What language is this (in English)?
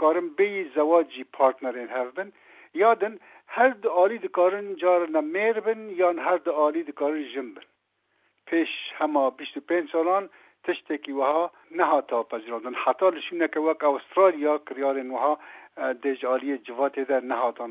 Kurdish